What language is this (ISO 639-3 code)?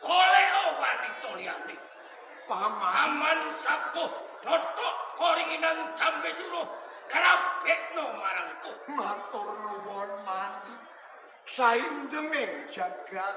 jav